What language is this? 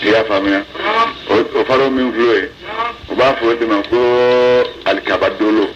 Bambara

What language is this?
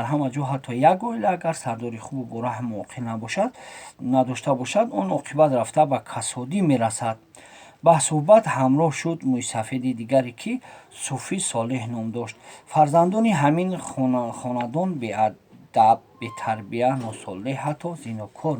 Tajik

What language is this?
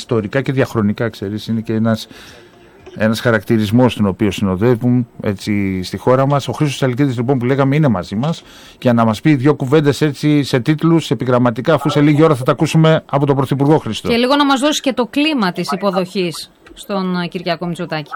Greek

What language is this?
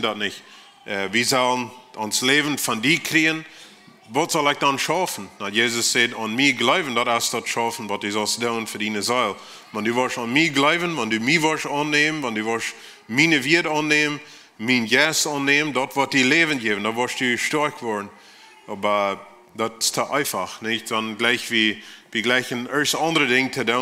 Plautdietsch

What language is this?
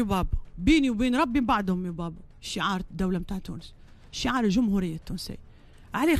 Tunisian Arabic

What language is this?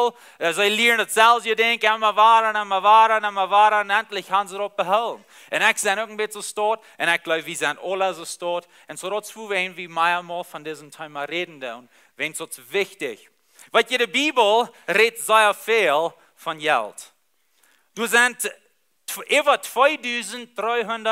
Plautdietsch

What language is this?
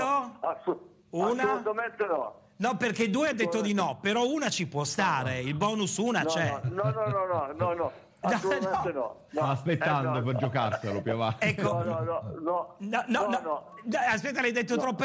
Italian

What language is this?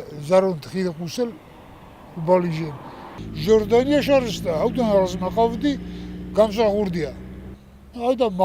Ossetic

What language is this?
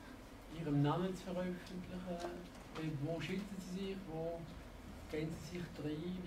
German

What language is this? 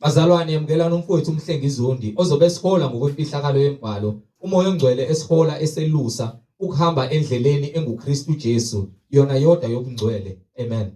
Zulu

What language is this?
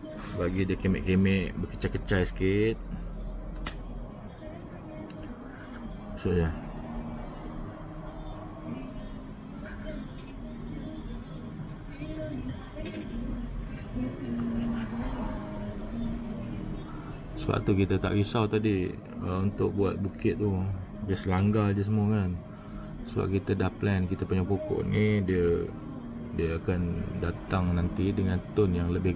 Malay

